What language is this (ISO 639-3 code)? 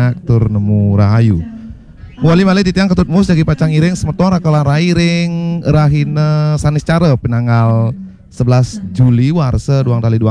ban